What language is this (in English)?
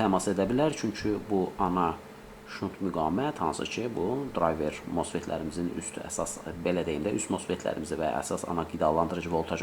Azerbaijani